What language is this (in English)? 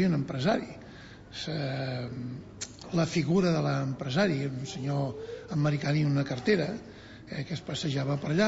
Catalan